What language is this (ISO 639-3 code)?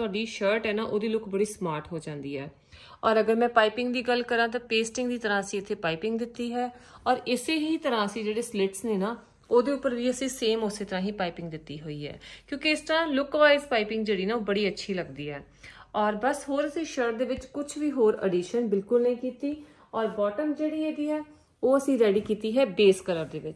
pan